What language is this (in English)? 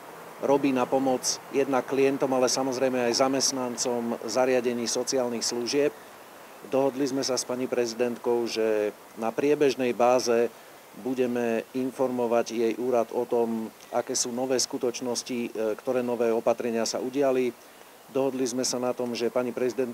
Slovak